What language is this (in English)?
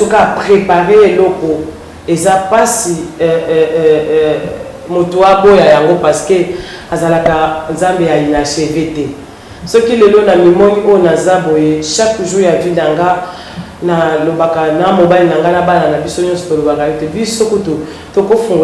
Lingala